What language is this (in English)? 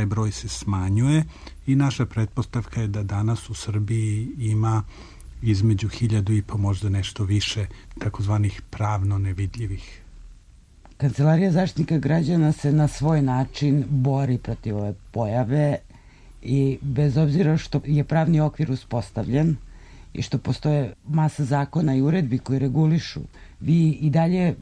Serbian